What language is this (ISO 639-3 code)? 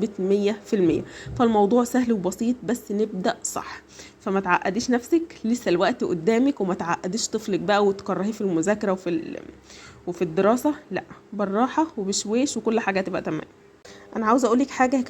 arz